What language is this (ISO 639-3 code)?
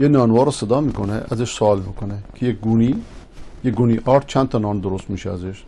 fas